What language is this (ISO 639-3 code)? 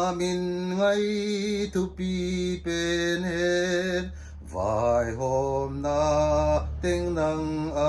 pck